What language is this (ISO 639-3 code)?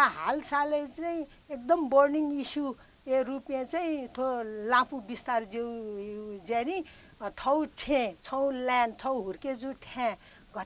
new